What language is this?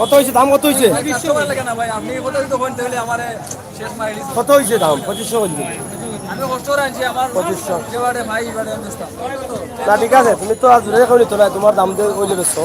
Sylheti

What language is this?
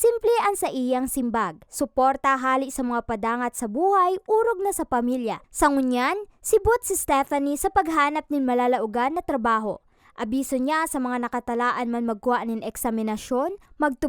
Bikol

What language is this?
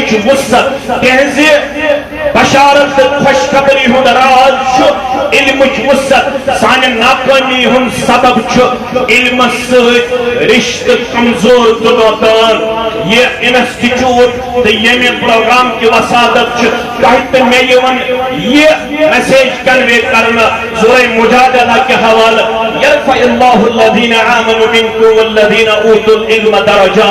Kashmiri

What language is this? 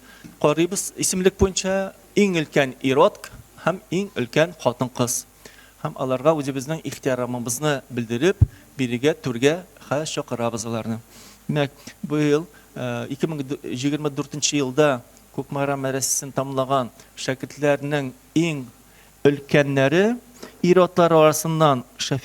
Tatar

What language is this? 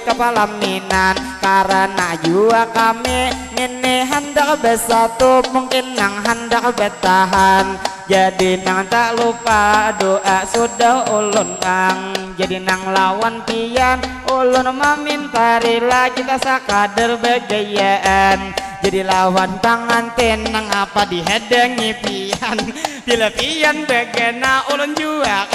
Banjar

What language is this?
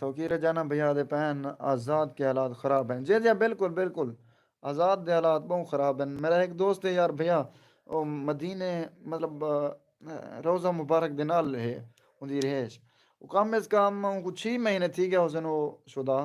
Saraiki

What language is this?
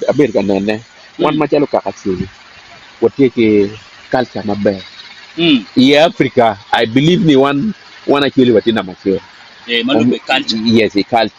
Acoli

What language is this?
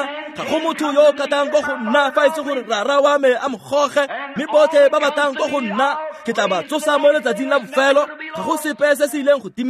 Tswana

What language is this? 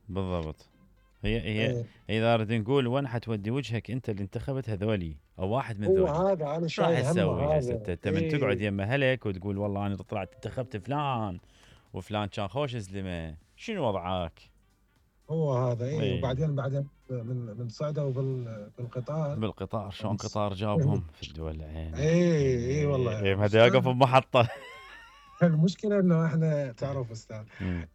Mesopotamian Arabic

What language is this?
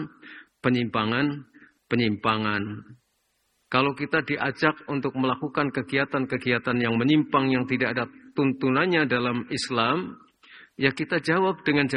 Indonesian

